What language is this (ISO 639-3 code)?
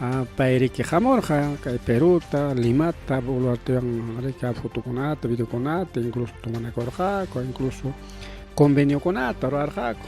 quy